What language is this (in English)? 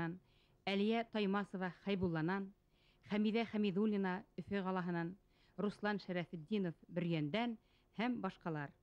Bashkir